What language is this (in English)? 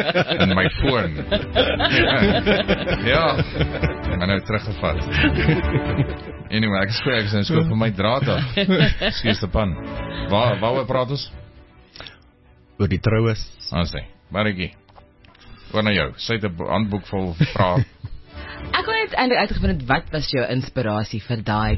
Afrikaans